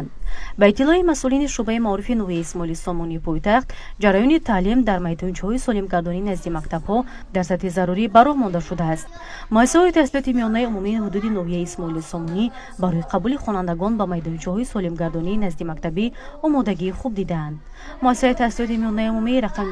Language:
Tajik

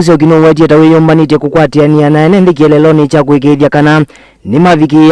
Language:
Kamba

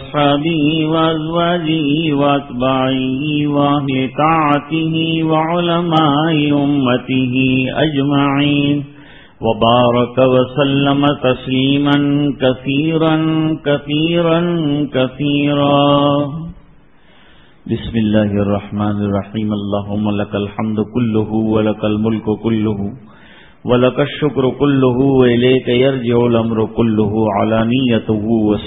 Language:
Urdu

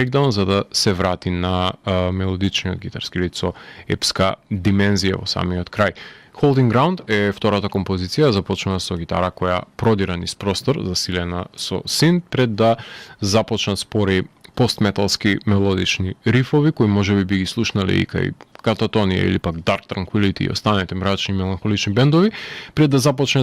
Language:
Macedonian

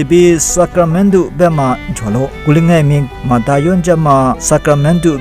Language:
Lisu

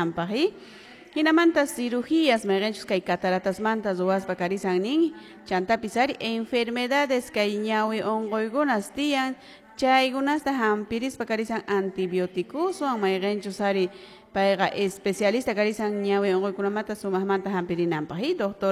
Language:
Quechua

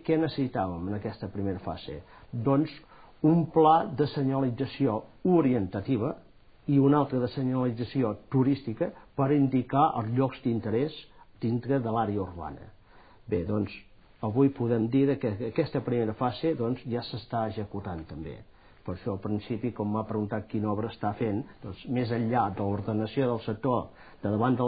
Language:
Catalan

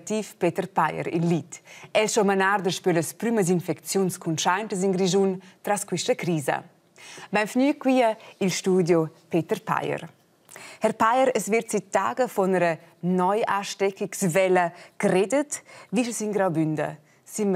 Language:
Romansh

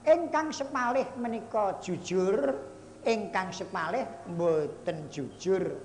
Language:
Javanese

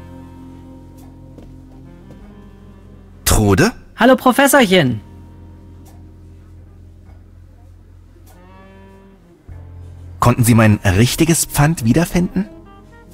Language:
German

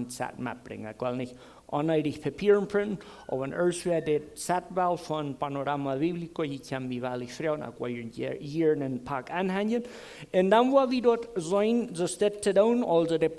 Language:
Plautdietsch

